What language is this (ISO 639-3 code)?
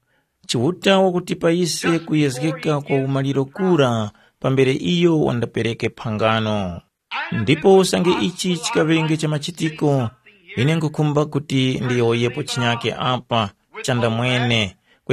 tum